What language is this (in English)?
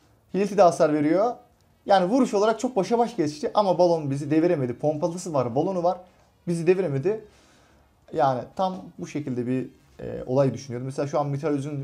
Turkish